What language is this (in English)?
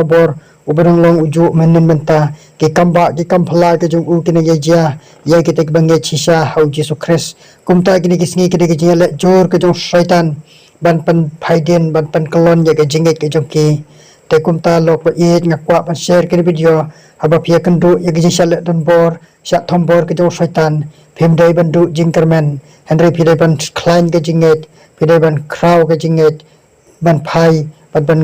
Khasi